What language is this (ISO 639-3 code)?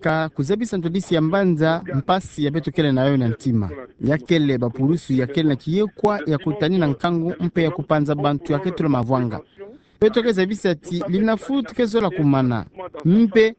ktu